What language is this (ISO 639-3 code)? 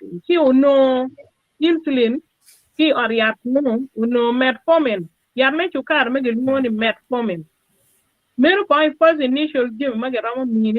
ach